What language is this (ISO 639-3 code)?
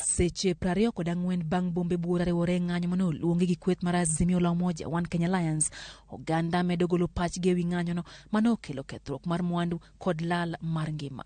luo